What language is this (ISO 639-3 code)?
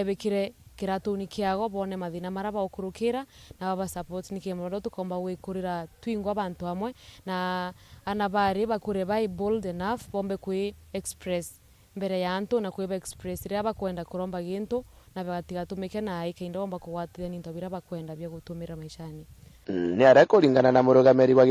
mer